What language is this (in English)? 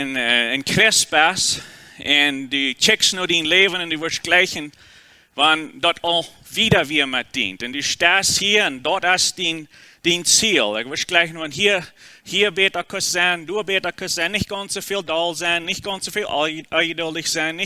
Plautdietsch